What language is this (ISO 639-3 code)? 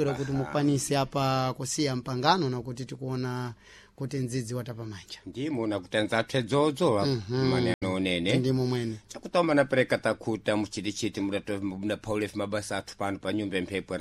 seh